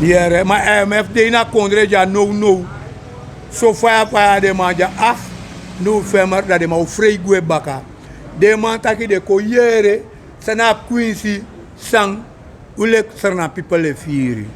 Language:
Sranan Tongo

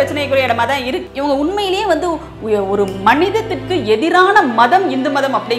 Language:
Tamil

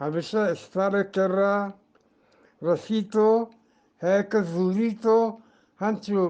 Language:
Eastern Balochi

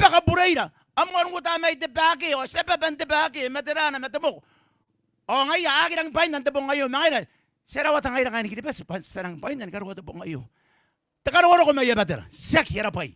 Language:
Gilbertese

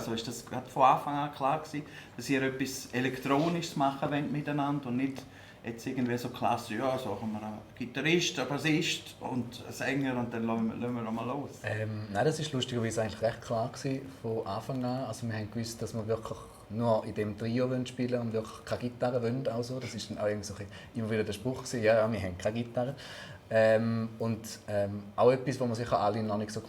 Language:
Swiss German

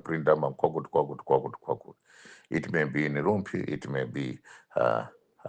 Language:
Nyanja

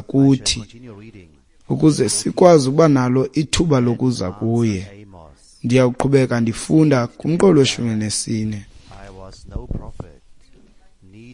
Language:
Xhosa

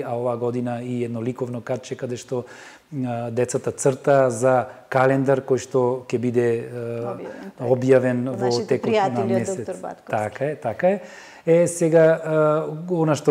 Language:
Macedonian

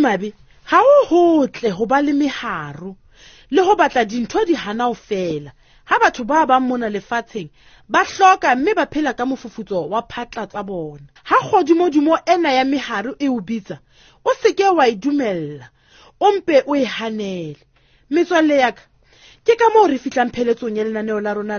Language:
Southern Sotho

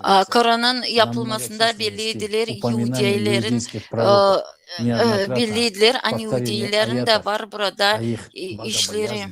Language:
Gagauz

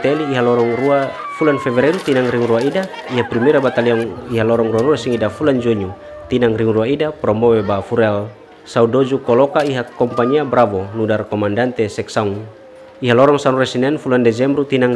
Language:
Tetum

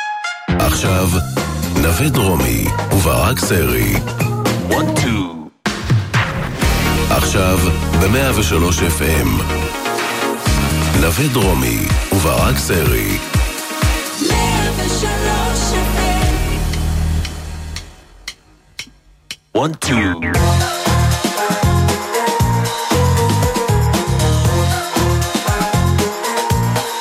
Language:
Hebrew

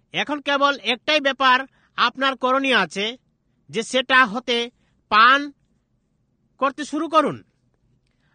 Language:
Bangla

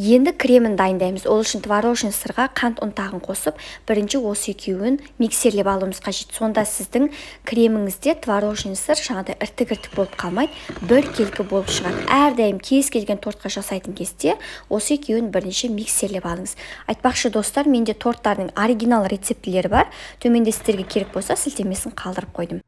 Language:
Kazakh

